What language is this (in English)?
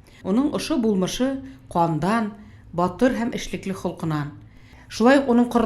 Bashkir